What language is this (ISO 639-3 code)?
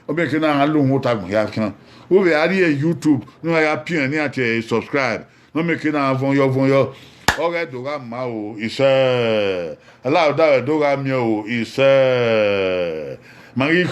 bin